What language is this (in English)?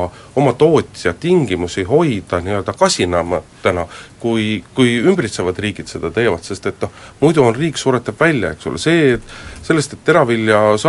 Estonian